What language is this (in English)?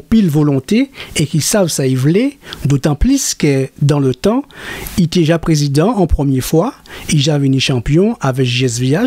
Guadeloupean Creole French